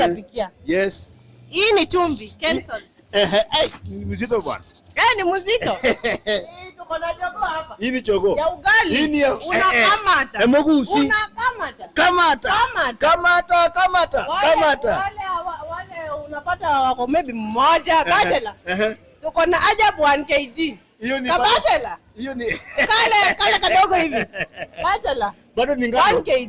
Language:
Gusii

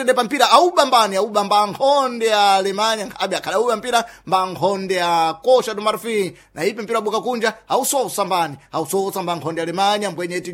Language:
Sena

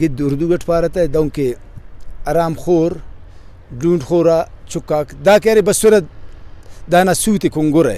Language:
Brahui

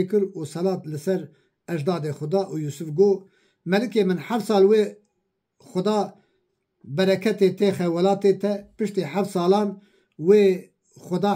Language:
Kurdish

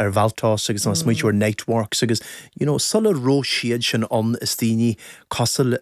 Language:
Irish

